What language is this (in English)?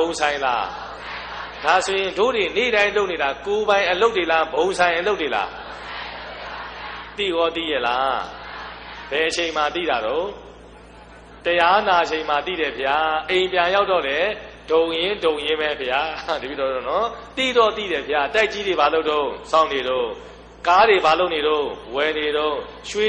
Burmese